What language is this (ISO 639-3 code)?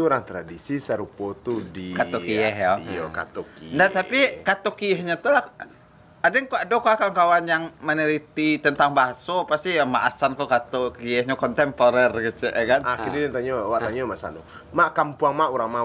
min